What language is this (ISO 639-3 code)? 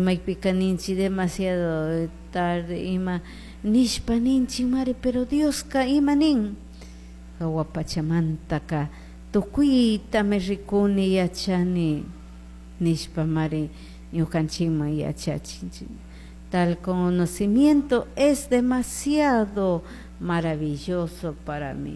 qug